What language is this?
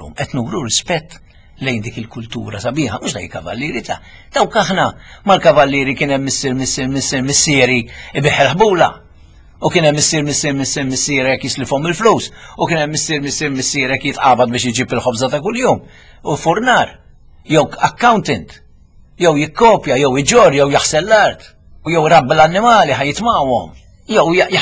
Maltese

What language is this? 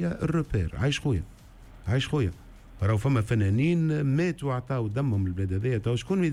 Tunisian Arabic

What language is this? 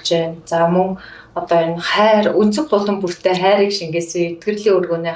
Mongolian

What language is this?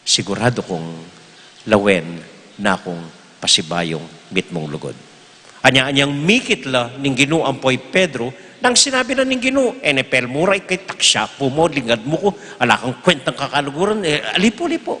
Pampanga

